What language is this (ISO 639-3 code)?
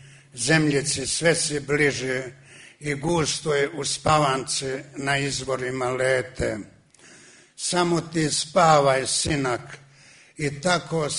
srp